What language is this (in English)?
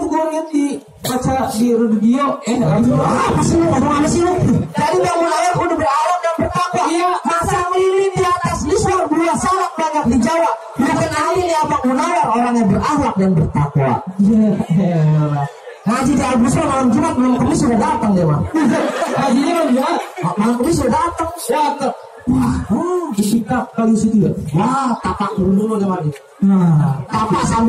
Betawi